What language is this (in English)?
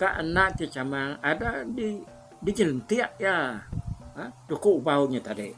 Iban